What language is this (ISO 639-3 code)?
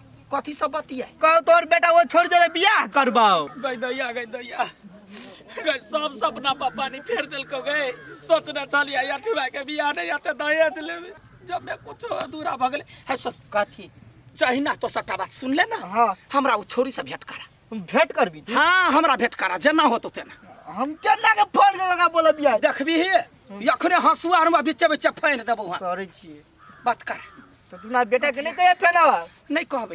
mai